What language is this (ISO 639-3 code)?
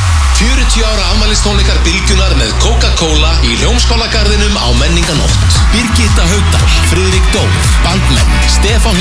isl